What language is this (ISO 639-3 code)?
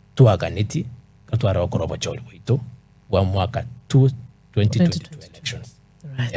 guz